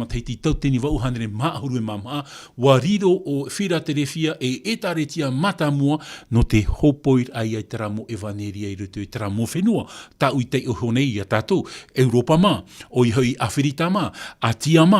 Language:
Tahitian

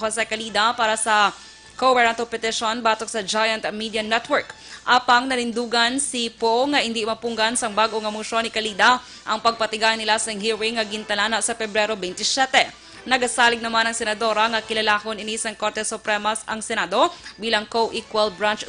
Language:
Hiligaynon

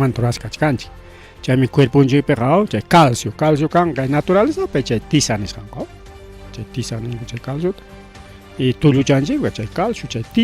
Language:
Ayacucho Quechua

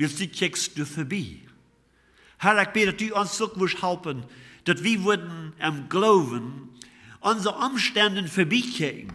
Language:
Plautdietsch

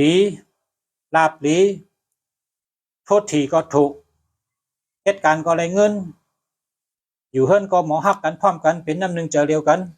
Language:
Shan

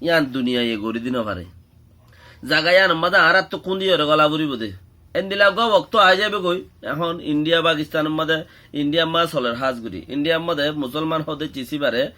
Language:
Rohingya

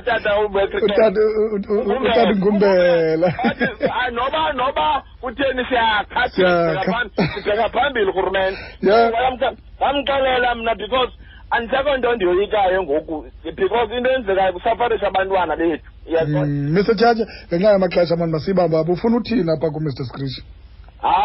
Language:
Xhosa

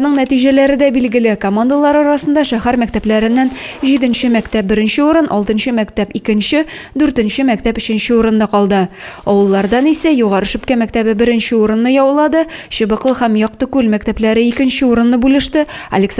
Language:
Tatar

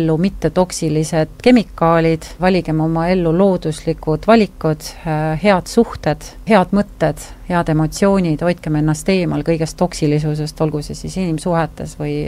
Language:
Estonian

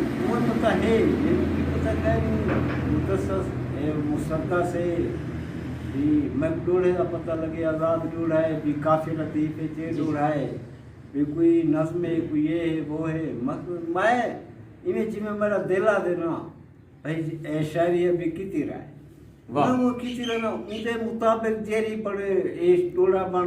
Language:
Saraiki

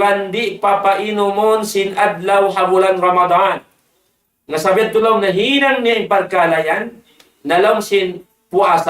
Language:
Tausug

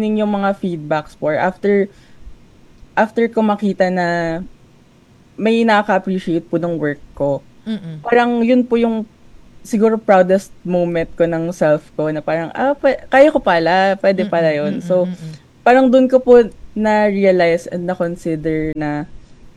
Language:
Filipino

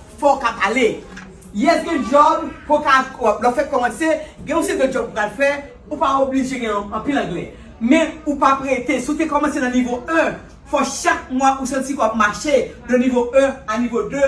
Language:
Haitian Creole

